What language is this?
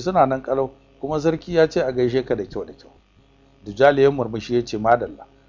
Hausa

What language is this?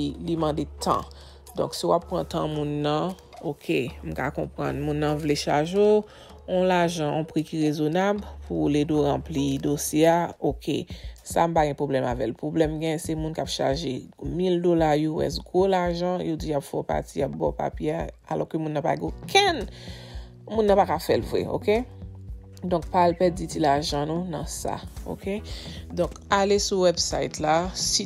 Haitian Creole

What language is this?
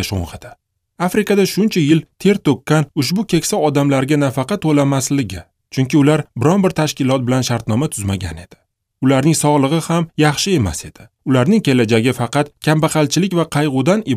Uzbek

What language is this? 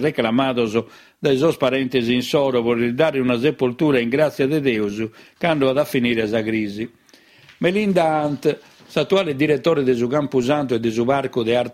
Sardinian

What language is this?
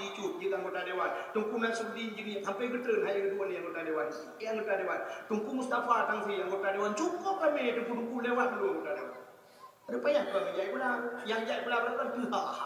Achinese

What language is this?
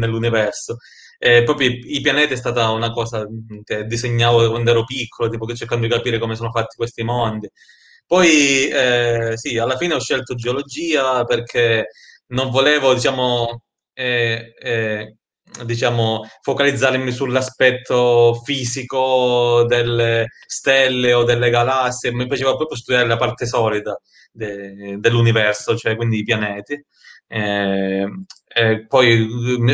Italian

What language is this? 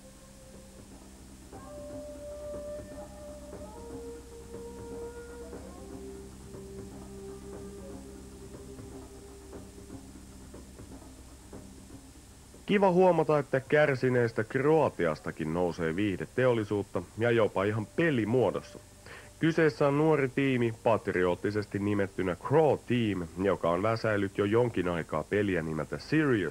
Finnish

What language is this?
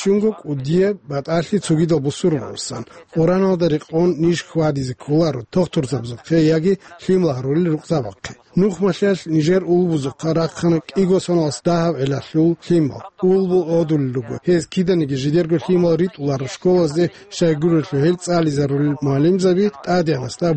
Avaric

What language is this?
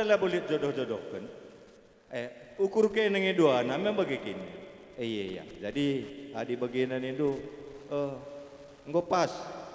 Batak Karo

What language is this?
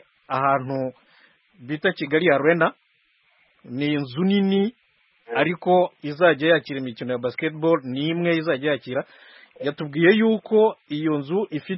Kinyarwanda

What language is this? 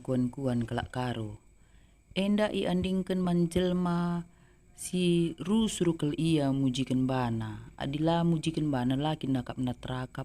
Batak Karo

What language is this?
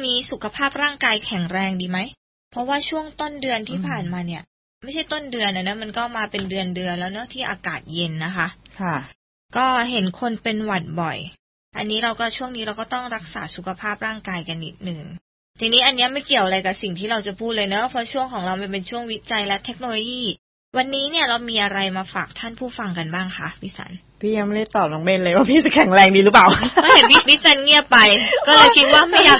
Thai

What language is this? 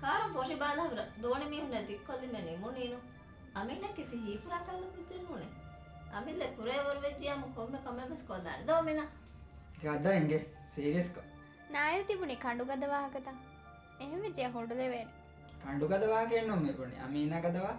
Divehi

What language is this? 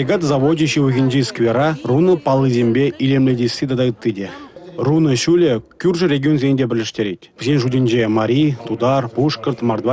Chuvash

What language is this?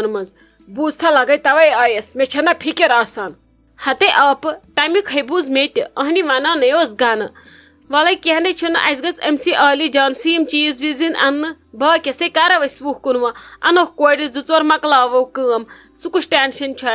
Kashmiri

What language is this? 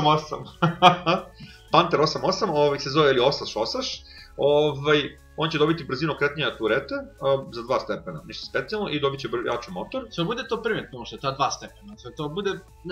Serbian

